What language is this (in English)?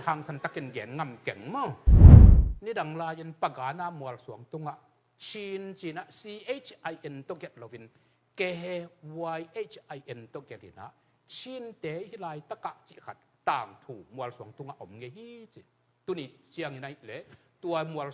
Tedim Chin